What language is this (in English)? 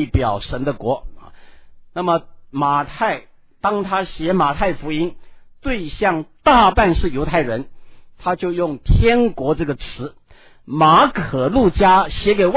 Chinese